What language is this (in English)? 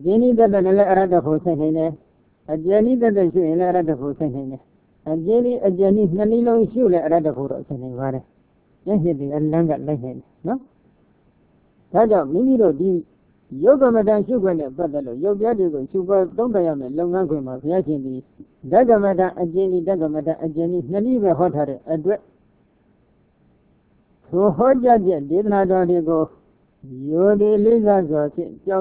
Burmese